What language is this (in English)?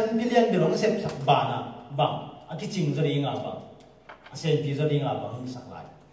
Tedim Chin